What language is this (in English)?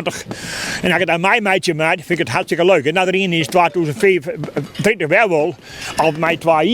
Western Frisian